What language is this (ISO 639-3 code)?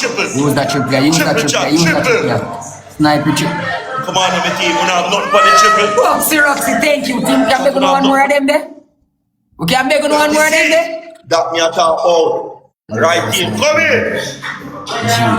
jam